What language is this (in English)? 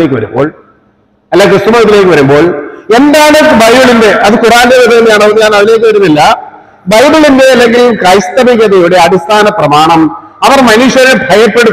Malayalam